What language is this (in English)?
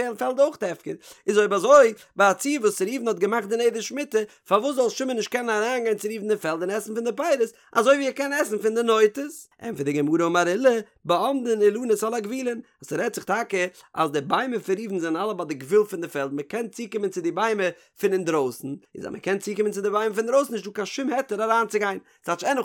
Yiddish